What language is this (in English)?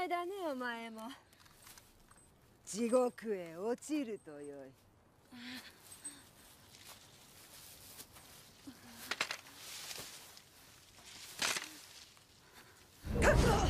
Japanese